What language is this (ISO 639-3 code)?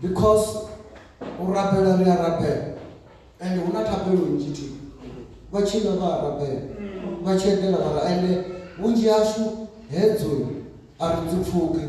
ven